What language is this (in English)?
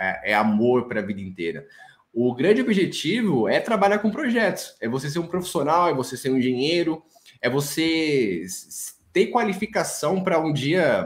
Portuguese